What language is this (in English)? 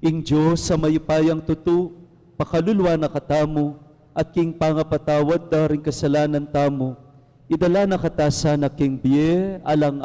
Pampanga